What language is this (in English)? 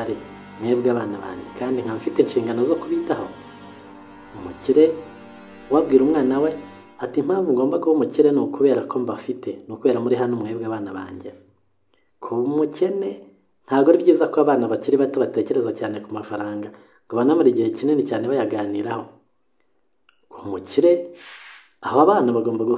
Kinyarwanda